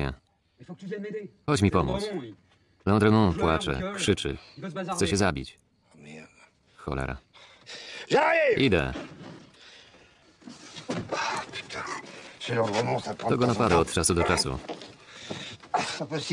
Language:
Polish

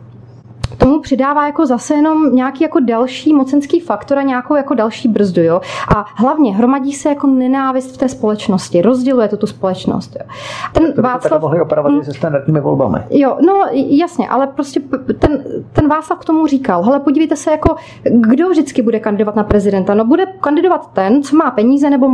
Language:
Czech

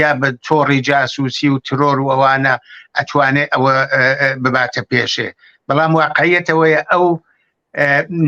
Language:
Central Kurdish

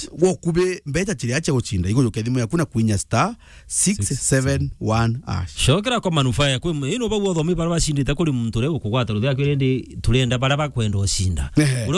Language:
Meru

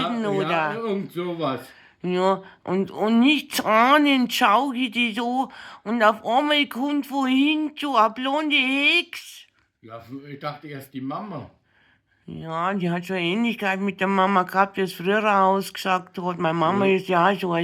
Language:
Bavarian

